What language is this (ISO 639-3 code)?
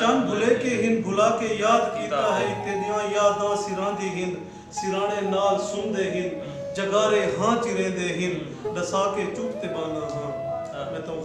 skr